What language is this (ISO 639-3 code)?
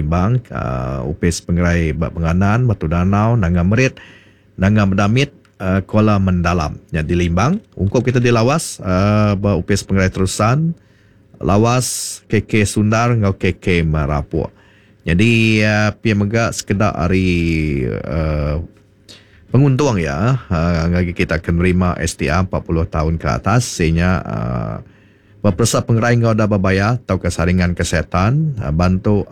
iba